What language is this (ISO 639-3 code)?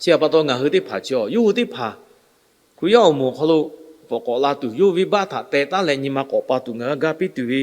lhu